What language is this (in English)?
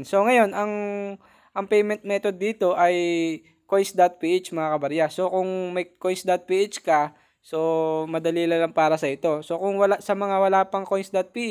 Filipino